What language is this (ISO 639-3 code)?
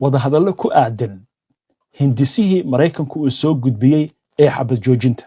som